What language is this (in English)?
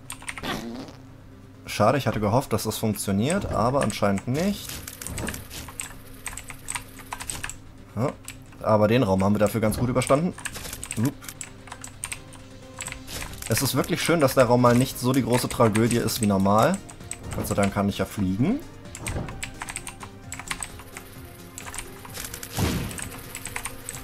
German